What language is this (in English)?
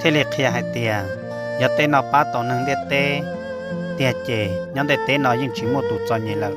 Hmong